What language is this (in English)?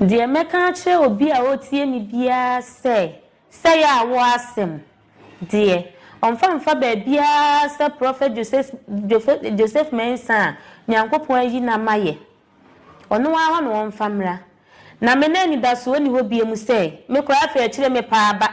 Akan